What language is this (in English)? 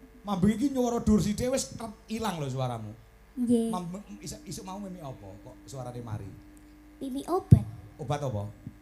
Javanese